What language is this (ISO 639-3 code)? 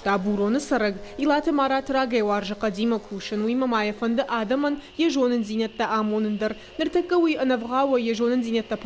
oss